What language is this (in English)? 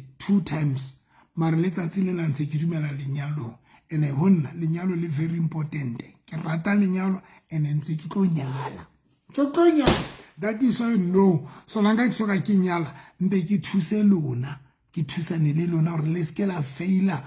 Southern Sotho